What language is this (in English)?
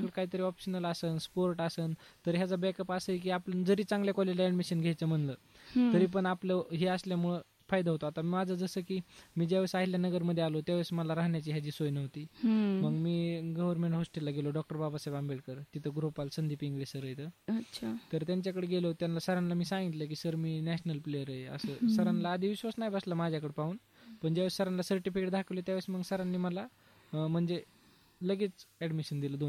Marathi